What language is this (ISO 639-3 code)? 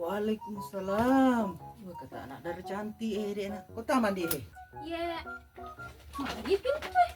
bug